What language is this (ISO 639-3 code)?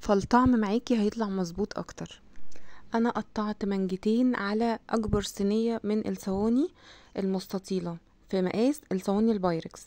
arz